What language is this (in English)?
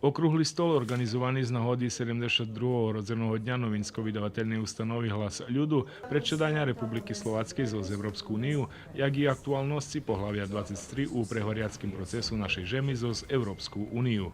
Rusyn